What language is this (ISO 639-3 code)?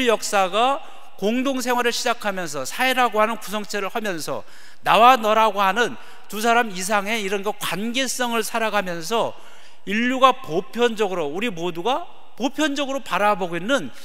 kor